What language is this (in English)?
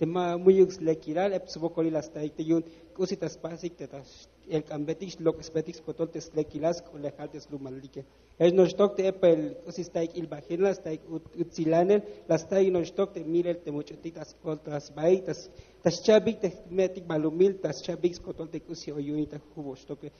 Tzeltal